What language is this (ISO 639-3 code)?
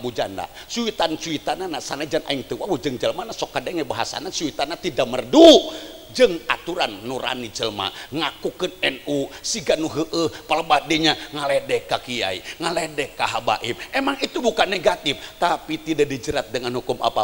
sun